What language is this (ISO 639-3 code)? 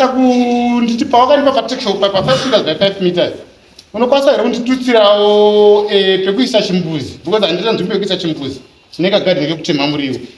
sna